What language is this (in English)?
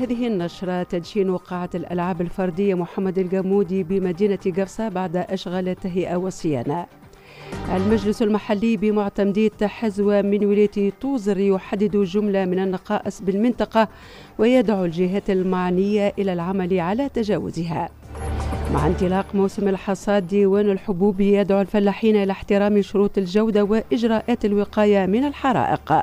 Tunisian Arabic